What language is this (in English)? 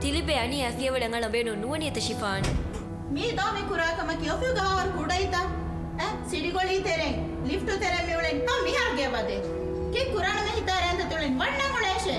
Divehi